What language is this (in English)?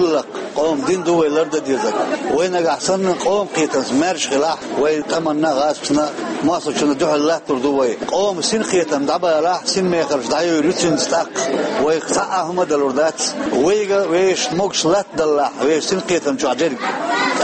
Chechen